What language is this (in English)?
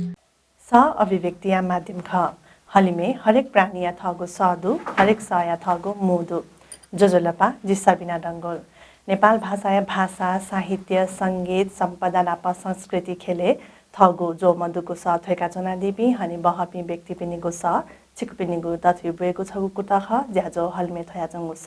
Newari